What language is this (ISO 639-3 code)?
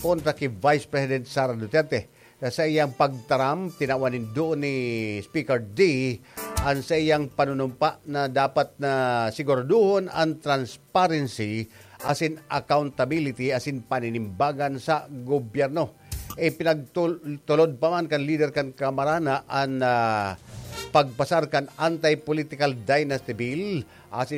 bik